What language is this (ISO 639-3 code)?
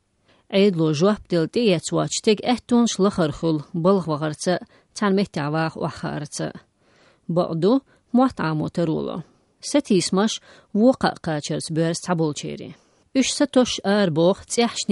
che